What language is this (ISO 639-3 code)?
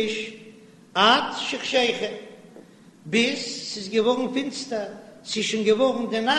yid